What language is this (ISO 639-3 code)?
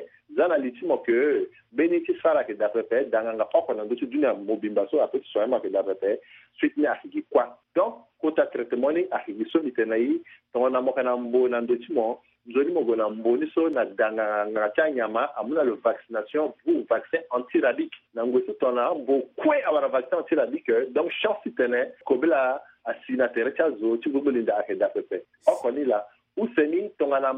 sag